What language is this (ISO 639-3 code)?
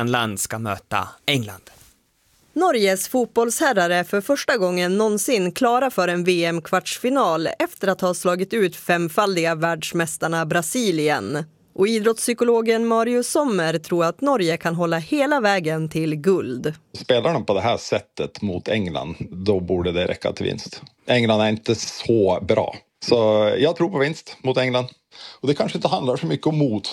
swe